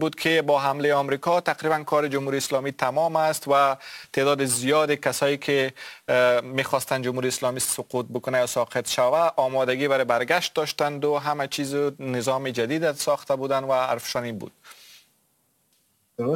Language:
Persian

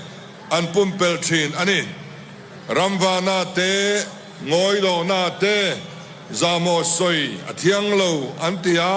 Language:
Hmar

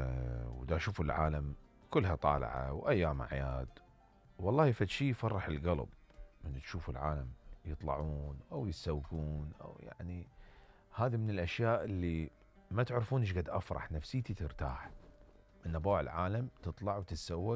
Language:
Mesopotamian Arabic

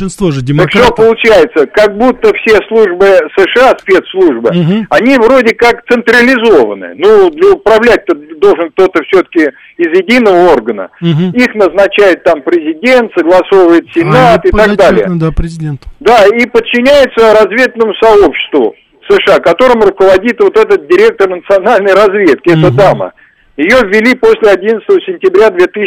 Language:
Russian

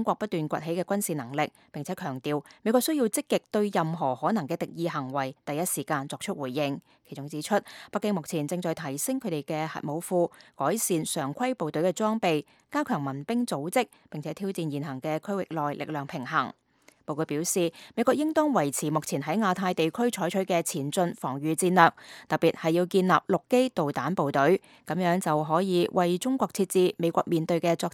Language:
Cantonese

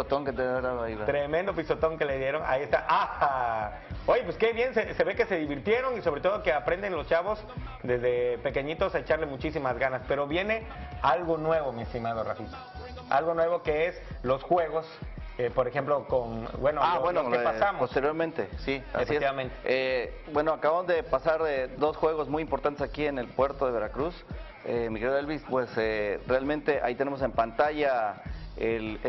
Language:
Spanish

